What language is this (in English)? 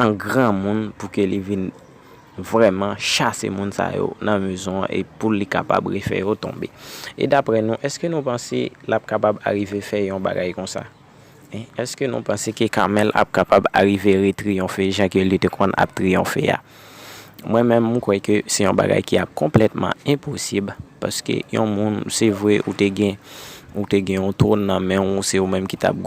Haitian Creole